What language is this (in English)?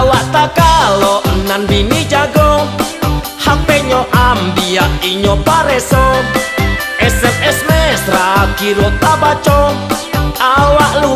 Minangkabau